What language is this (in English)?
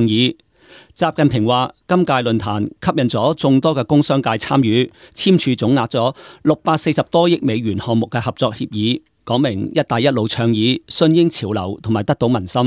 Cantonese